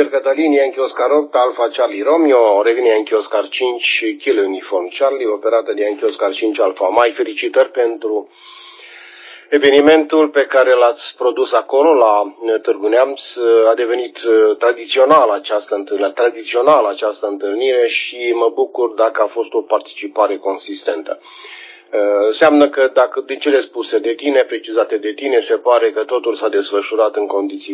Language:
Romanian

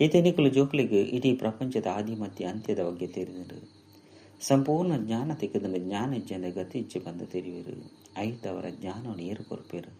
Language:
Tulu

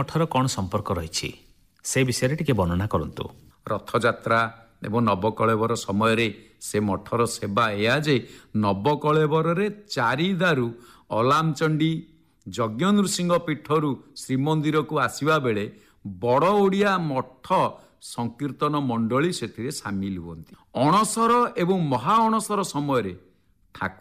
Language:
Odia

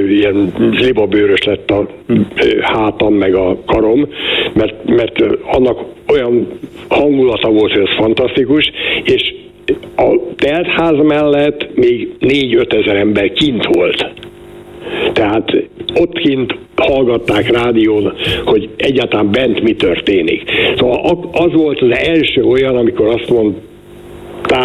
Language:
Hungarian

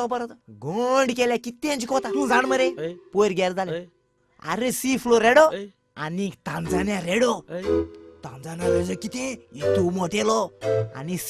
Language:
Konkani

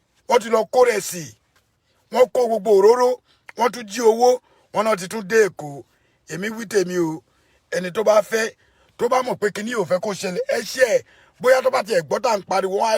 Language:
Yoruba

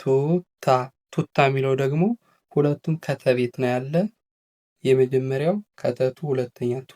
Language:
Amharic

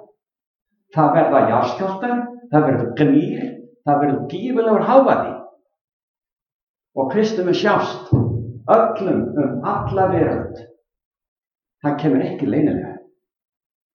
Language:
Icelandic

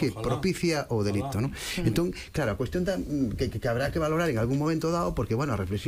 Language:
Galician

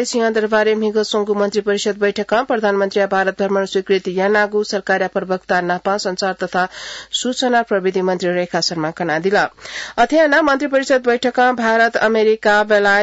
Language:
Newari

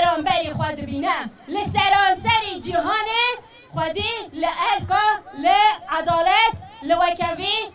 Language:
Kurdish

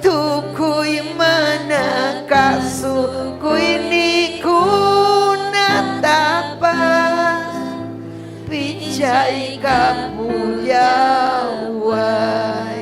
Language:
Ayacucho Quechua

